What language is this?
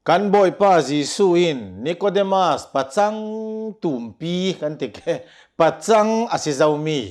Hakha Chin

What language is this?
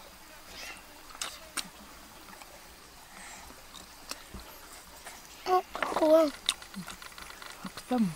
Vietnamese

